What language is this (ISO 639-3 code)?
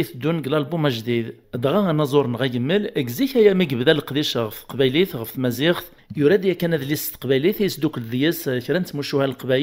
kab